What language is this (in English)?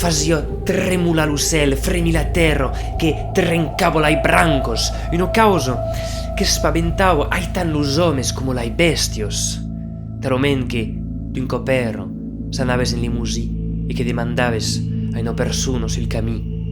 Occitan